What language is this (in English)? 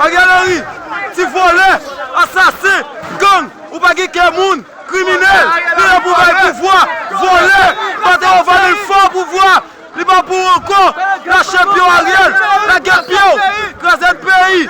Haitian Creole